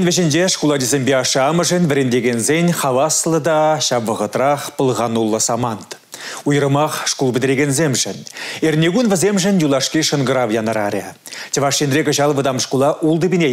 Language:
Chuvash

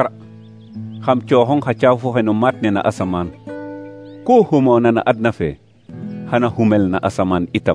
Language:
Serer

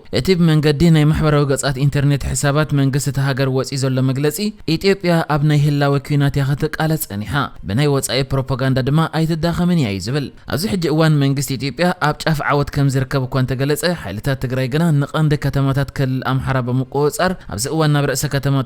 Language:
Tigrinya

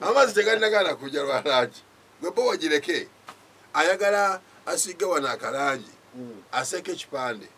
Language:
Ganda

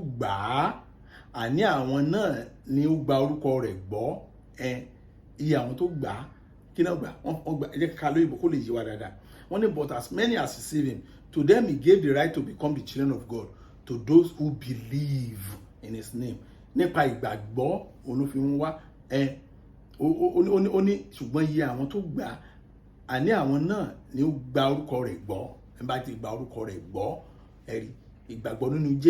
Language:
Yoruba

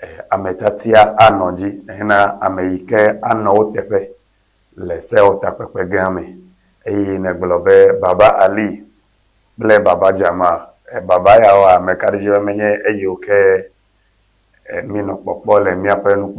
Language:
Ewe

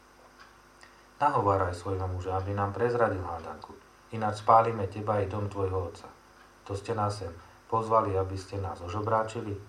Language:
Slovak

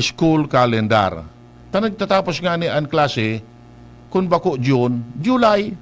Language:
Bikol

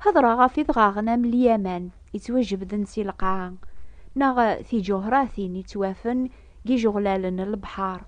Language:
Kabyle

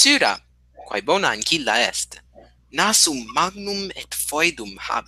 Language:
Latin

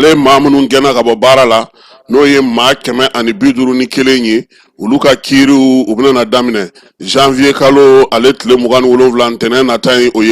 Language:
Bambara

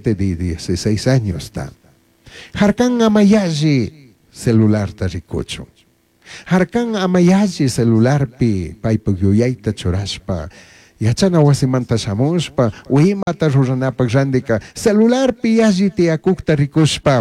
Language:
Chimborazo Highland Quichua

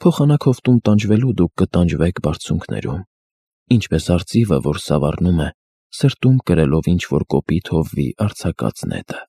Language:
Armenian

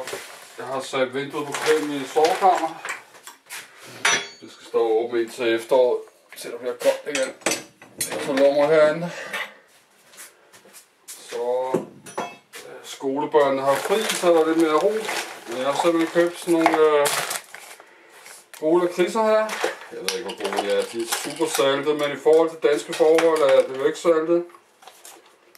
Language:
Danish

